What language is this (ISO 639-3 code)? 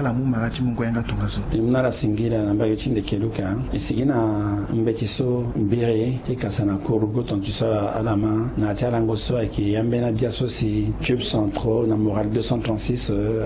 sag